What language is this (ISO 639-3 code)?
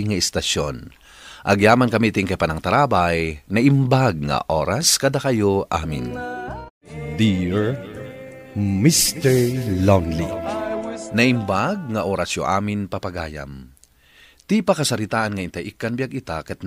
ilo